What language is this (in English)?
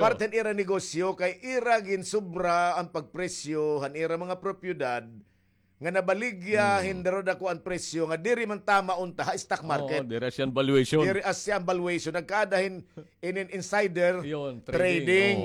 Waray